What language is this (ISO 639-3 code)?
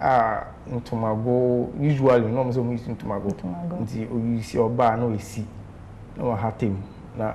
aka